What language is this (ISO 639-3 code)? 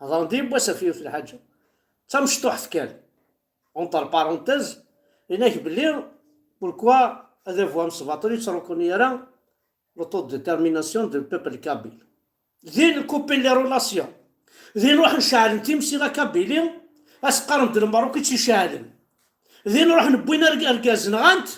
kab